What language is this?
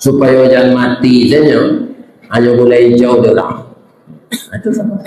Minangkabau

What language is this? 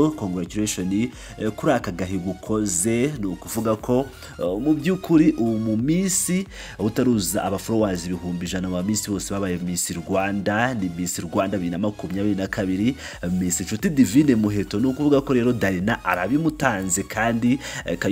Kinyarwanda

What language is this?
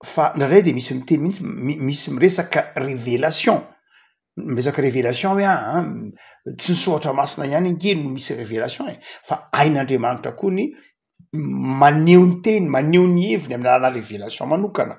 Malagasy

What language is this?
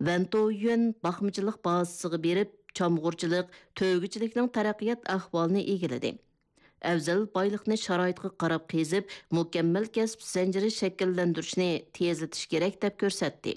Uyghur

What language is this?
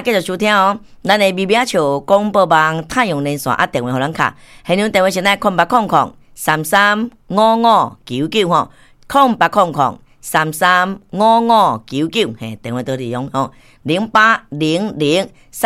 Min Nan Chinese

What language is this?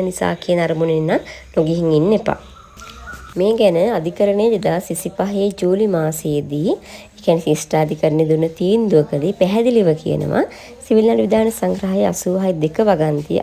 Sinhala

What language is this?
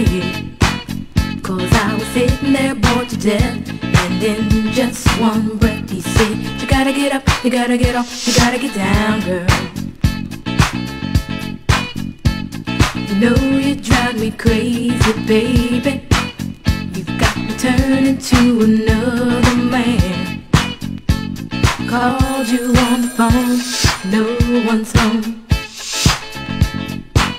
English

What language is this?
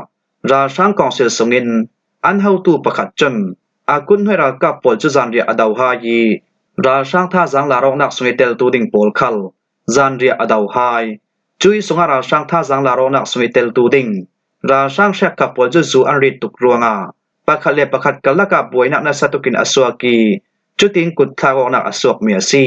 Falam Chin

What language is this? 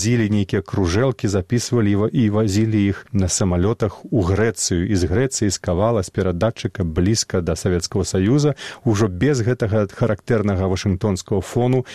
Belarusian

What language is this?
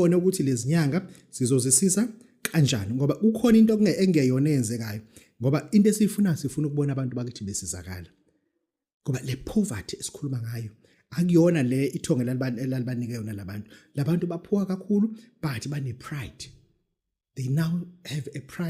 Zulu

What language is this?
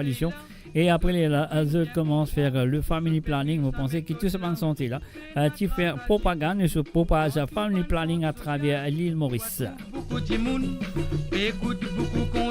Morisyen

